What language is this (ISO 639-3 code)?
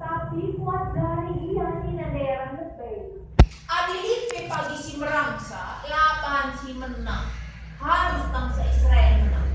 btx